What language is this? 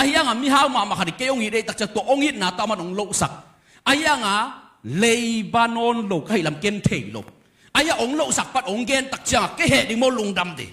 Tedim Chin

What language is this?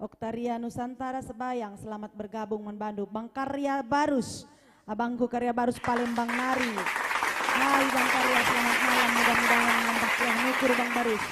Batak Karo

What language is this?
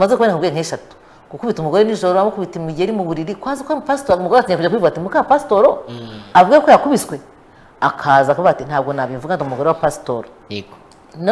Kinyarwanda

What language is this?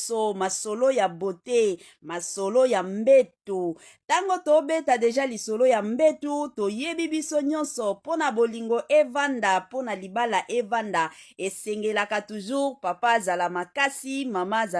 Lingala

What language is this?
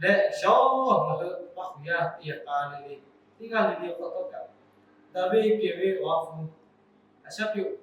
Lahu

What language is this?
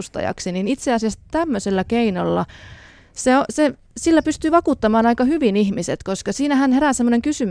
Finnish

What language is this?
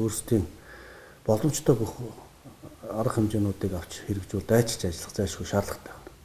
Mongolian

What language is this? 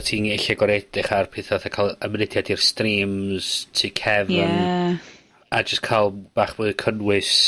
Welsh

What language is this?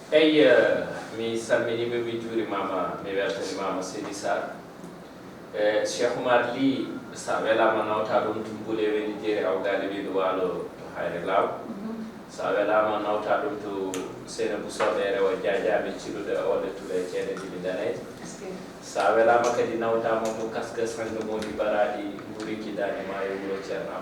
Fula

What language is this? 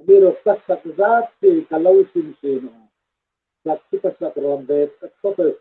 Hmar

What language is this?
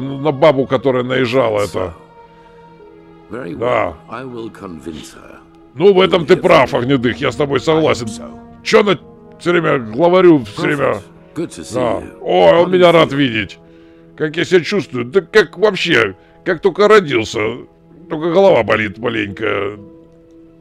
Russian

